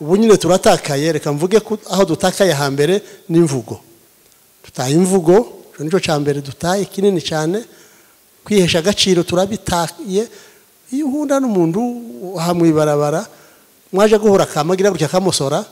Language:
Kinyarwanda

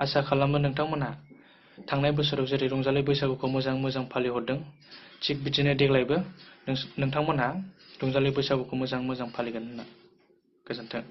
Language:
Bodo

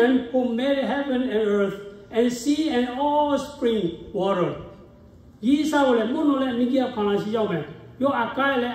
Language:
Lahu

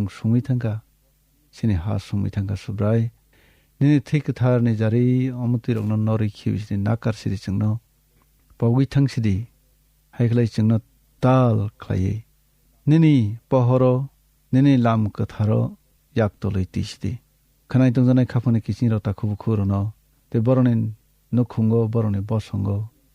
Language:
Kok Borok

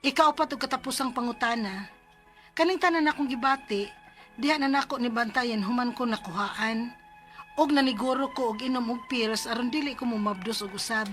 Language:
Cebuano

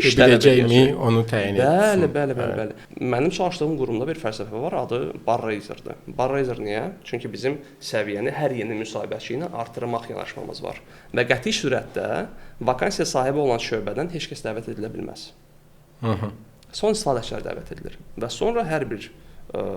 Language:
Azerbaijani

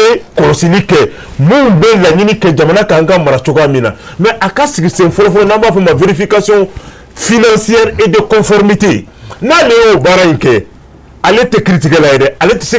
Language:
Bambara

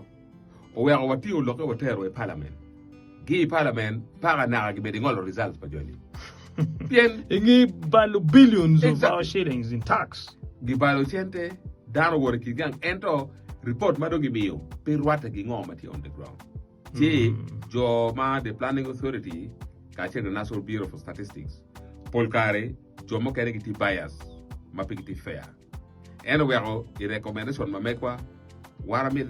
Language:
Acoli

